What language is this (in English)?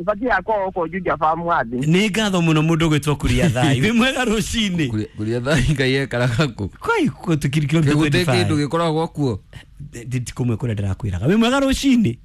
Kikuyu